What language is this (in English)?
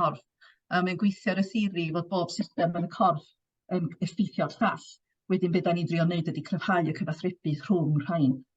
Welsh